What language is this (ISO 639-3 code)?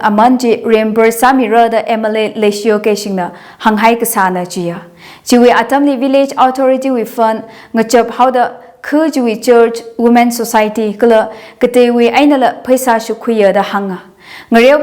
nmf